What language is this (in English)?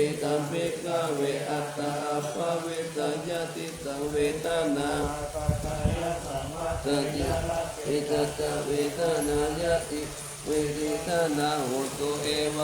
Pali